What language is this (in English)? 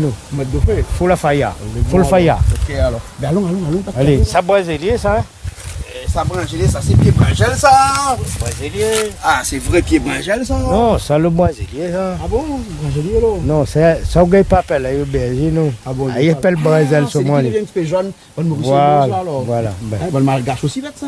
Réunion Creole French